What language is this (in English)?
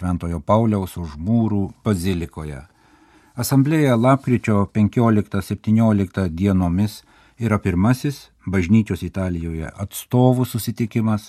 Lithuanian